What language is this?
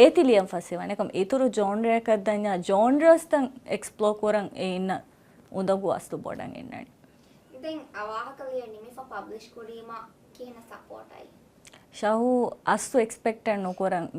Divehi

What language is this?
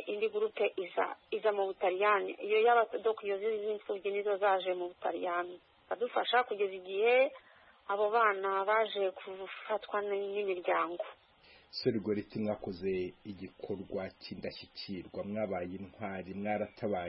Kinyarwanda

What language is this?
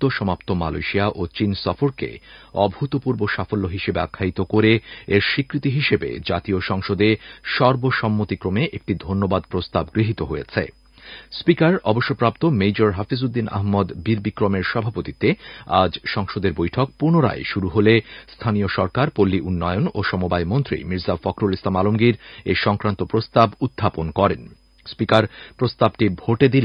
Bangla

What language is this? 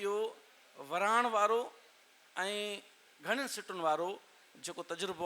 Sindhi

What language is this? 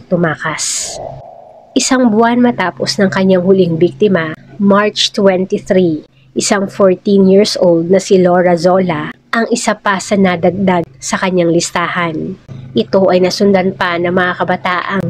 Filipino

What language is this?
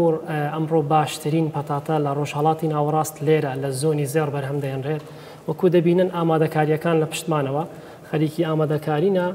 Central Kurdish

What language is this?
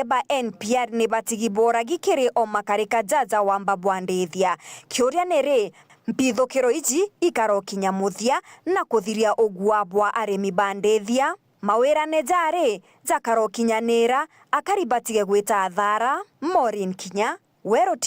Meru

